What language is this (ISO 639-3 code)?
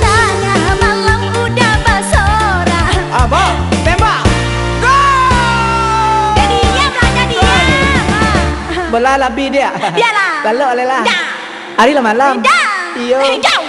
min